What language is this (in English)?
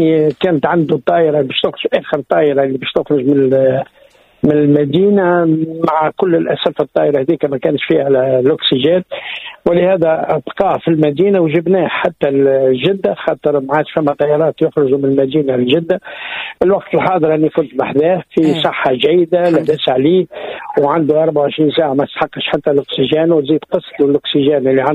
Tunisian Arabic